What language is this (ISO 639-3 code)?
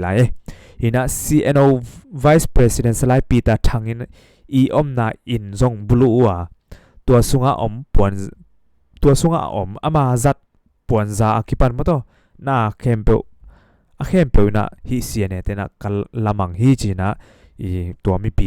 ctd